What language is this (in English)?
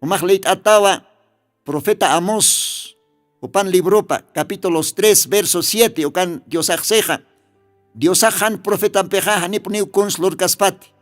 Aymara